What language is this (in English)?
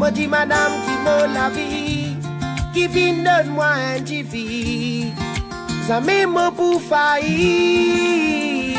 Morisyen